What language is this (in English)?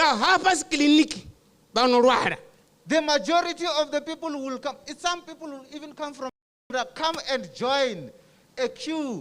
Venda